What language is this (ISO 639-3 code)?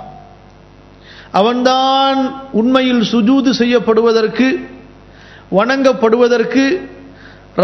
tam